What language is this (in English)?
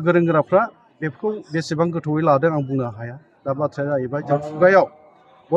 Bodo